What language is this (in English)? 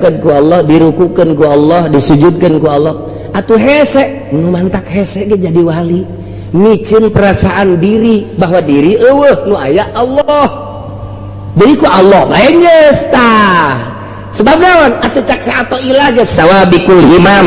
Sundanese